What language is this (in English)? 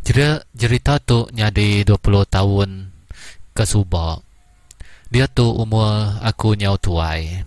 Iban